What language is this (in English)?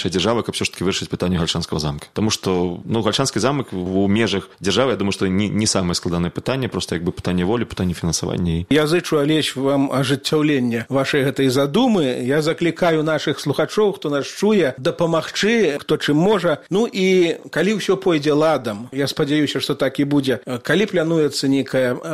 Belarusian